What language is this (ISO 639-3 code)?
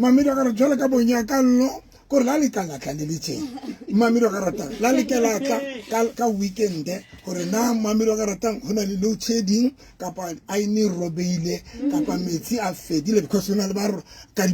sot